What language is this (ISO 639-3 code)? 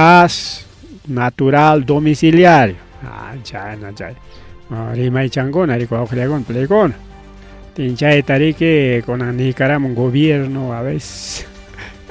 quy